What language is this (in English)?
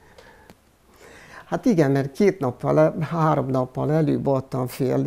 Hungarian